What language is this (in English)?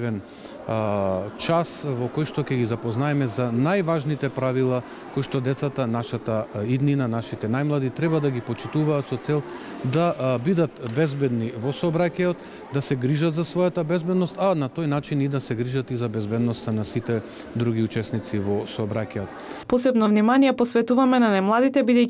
Macedonian